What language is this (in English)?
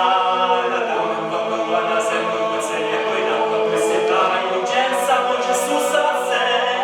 Upper Sorbian